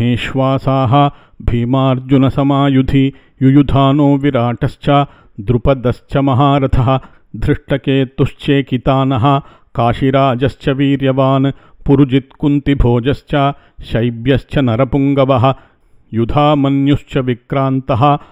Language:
Sanskrit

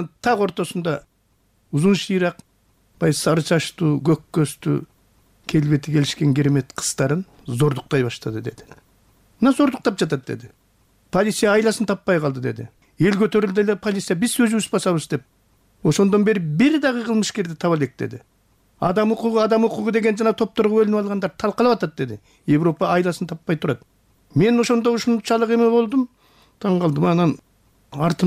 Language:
Kyrgyz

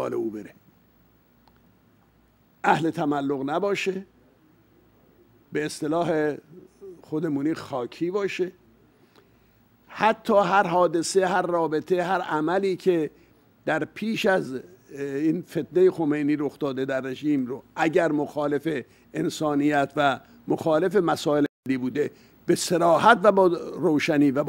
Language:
Persian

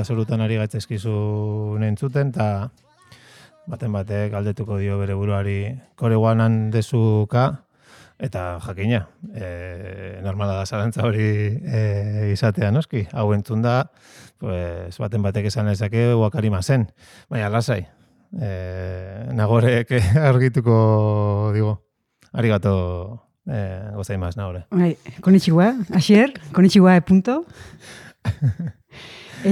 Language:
Basque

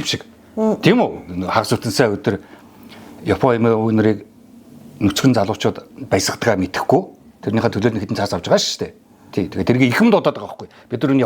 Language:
Mongolian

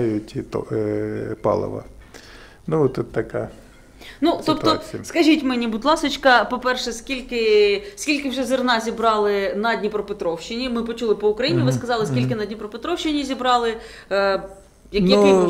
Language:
Ukrainian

